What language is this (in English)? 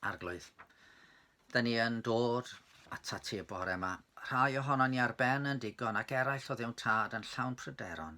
Welsh